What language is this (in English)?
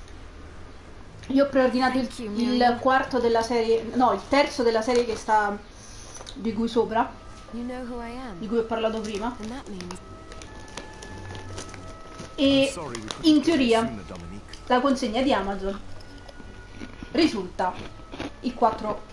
Italian